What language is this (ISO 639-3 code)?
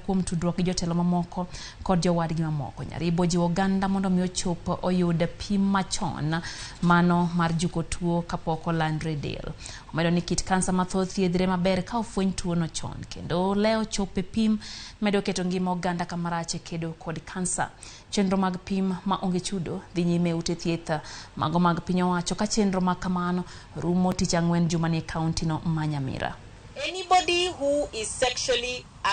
luo